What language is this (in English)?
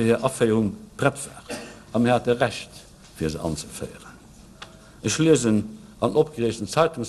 Luxembourgish